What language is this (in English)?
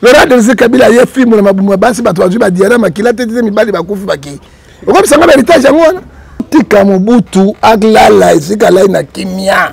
Lingala